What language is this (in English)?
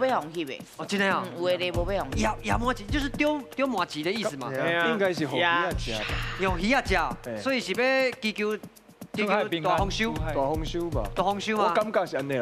Min Nan Chinese